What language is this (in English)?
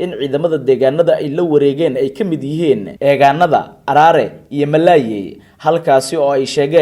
Somali